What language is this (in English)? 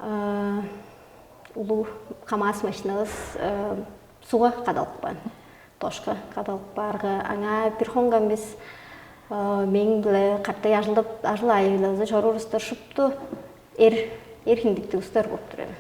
Tuvinian